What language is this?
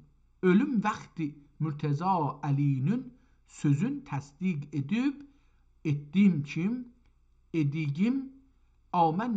South Azerbaijani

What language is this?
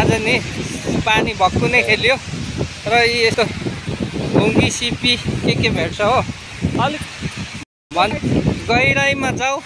Nepali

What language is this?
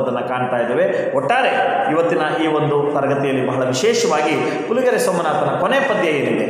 Kannada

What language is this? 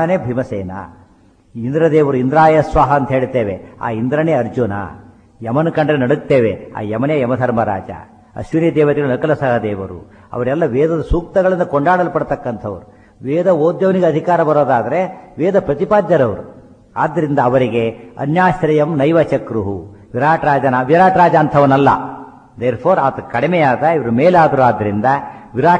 Kannada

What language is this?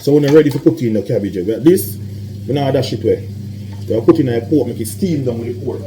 Jamaican Creole English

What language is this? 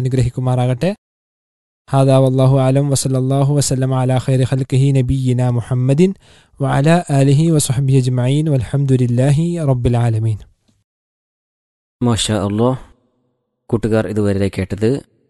Malayalam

